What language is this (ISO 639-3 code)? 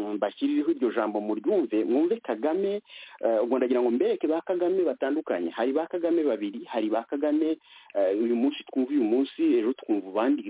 kin